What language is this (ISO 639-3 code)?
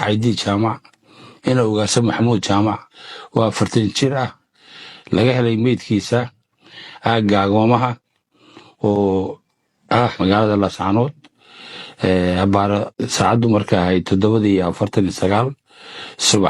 som